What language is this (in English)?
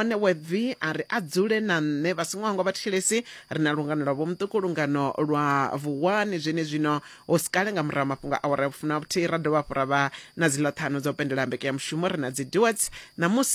Venda